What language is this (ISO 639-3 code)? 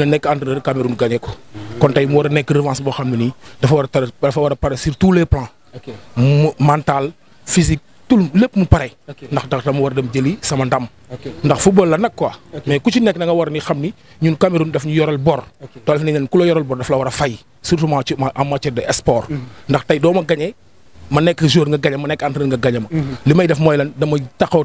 wol